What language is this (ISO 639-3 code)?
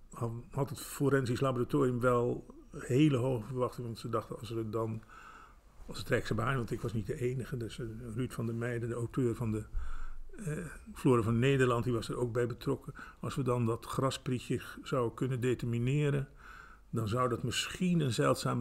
nld